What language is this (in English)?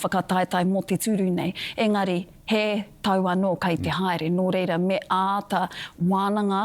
Māori